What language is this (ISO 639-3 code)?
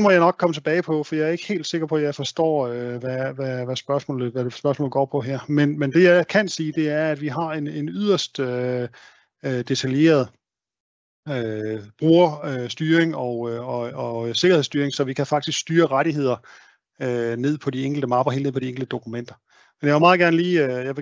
dan